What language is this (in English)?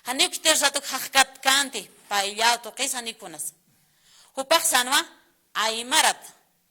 Aymara